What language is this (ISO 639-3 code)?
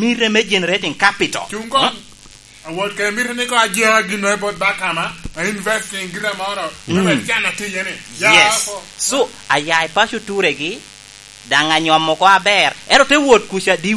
laj